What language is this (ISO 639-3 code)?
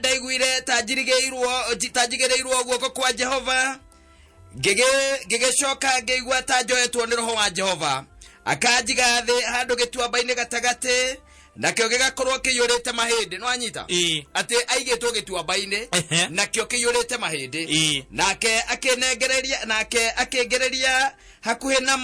kik